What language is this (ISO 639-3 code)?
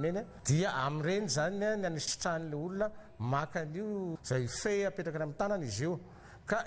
mlg